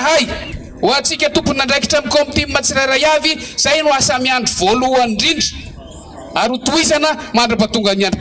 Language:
Malagasy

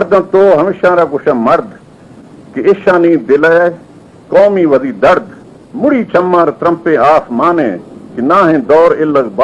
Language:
Baluchi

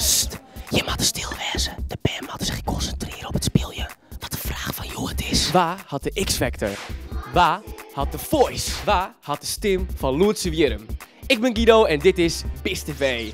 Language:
Western Frisian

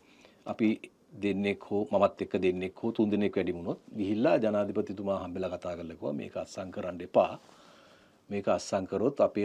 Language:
Sinhala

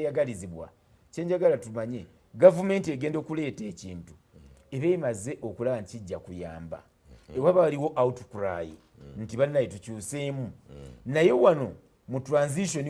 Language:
Ganda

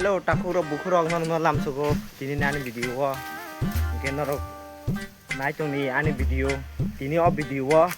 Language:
Kok Borok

